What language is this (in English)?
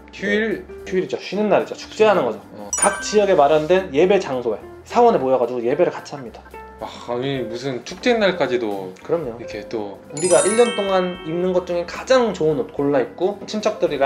Korean